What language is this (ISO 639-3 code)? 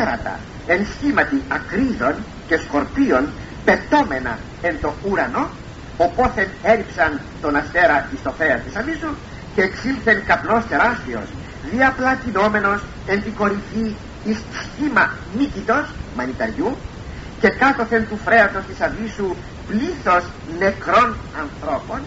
ell